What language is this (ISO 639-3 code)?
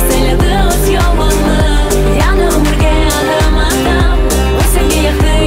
crh